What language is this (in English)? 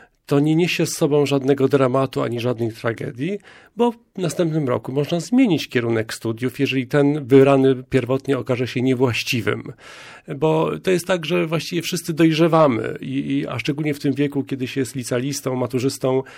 Polish